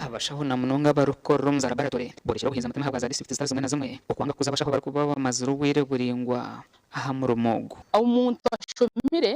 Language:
Nyankole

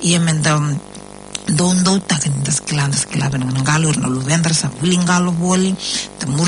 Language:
Fijian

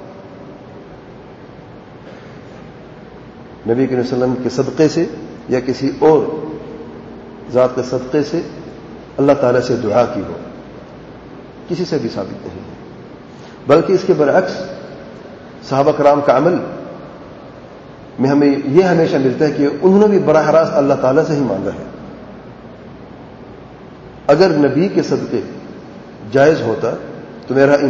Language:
Urdu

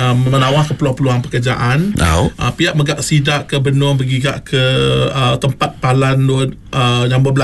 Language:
Iban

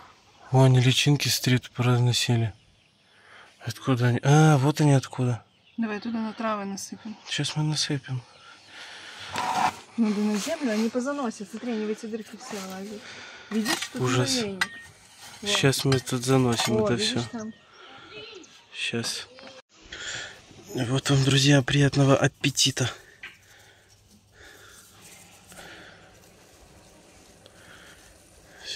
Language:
Russian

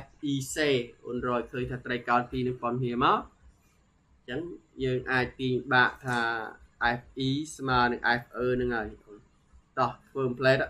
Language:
Khmer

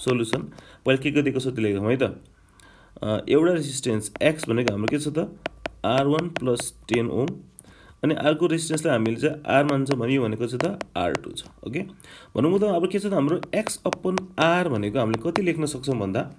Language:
Nepali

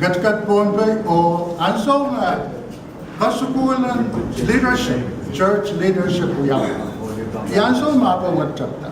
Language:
Pohnpeian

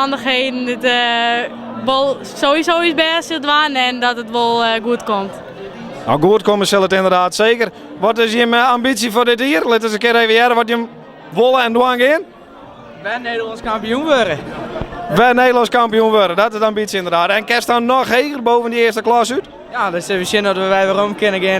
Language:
Western Frisian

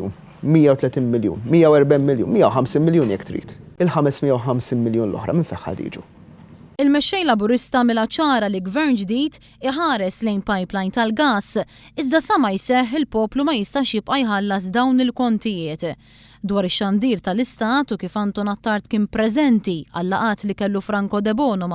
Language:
Maltese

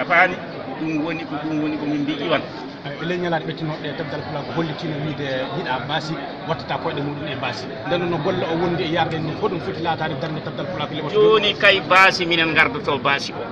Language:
Fula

